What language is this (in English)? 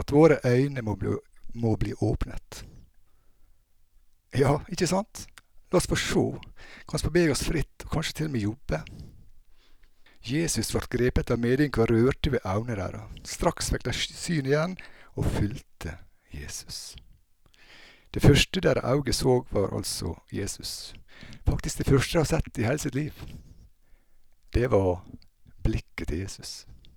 Norwegian